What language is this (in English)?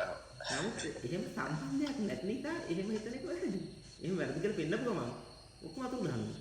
Sinhala